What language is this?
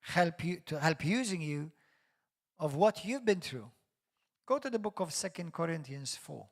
English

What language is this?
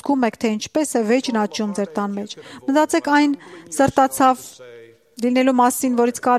Armenian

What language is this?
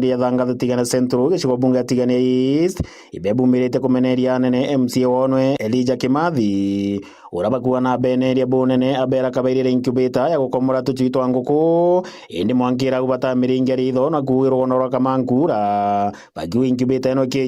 Meru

